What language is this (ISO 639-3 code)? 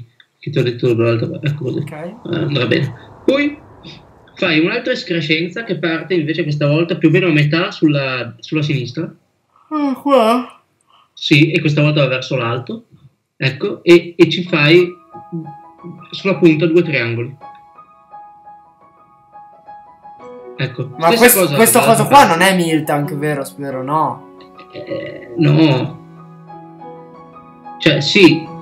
ita